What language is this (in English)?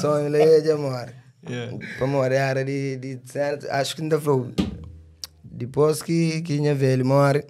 Kabuverdianu